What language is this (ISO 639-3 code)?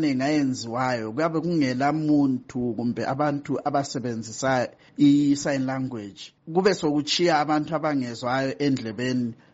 nde